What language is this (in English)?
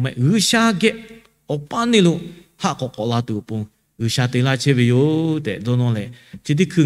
Lahu